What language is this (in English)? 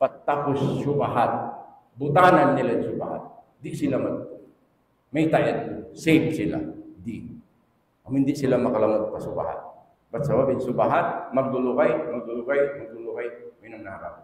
Tausug